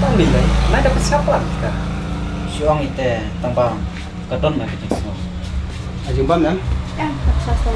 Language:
Khasi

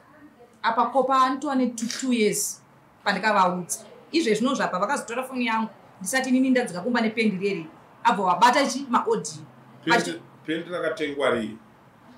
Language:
Shona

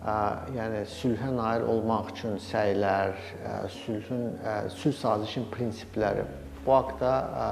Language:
Azerbaijani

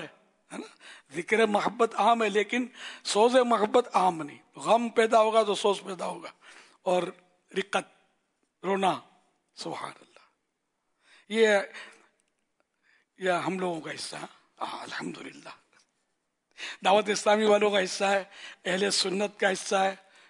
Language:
Urdu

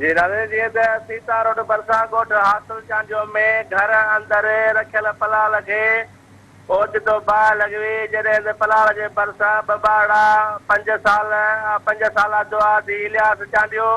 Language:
Sindhi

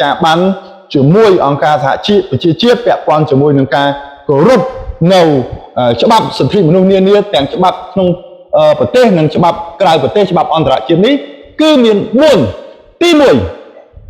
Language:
Khmer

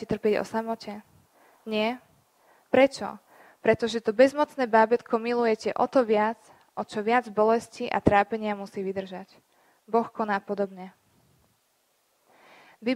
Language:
Slovak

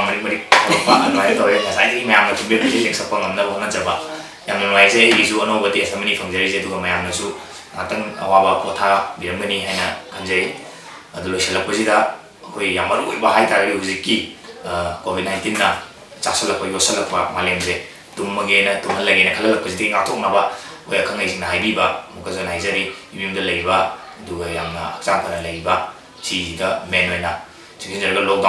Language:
Manipuri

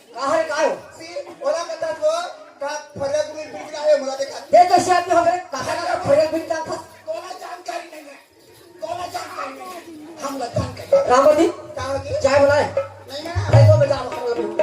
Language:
Chhattisgarhi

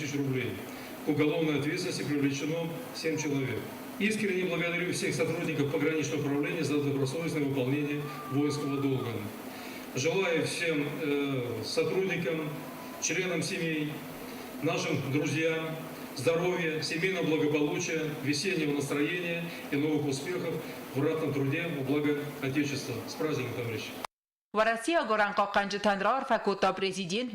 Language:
Ossetic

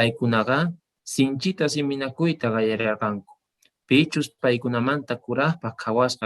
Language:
South Bolivian Quechua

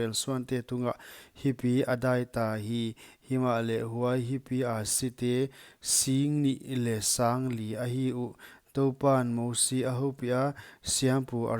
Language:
Paite Chin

